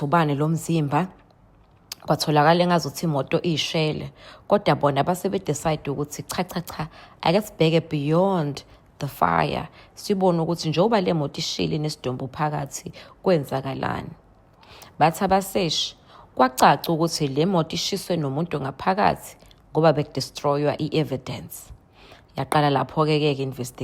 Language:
Zulu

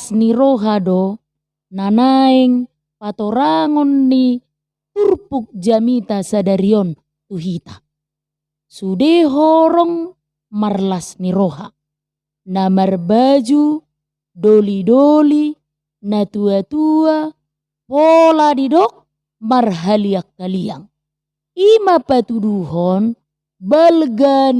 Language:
Batak Toba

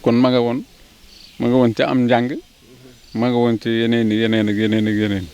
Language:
Wolof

